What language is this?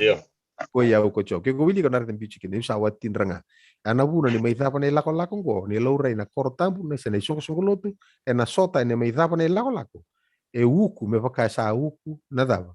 Fijian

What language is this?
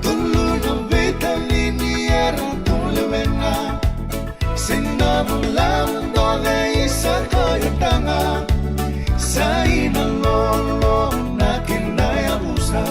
Fijian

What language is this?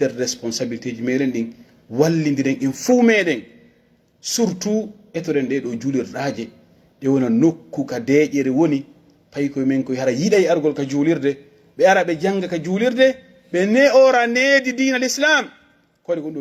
Pular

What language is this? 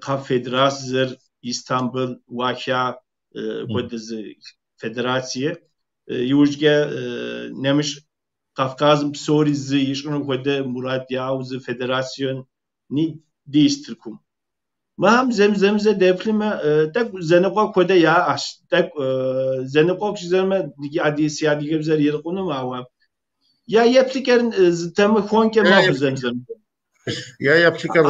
Kabardian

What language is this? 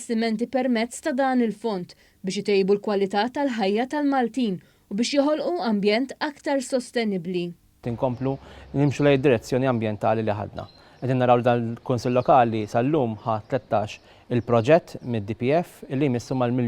Maltese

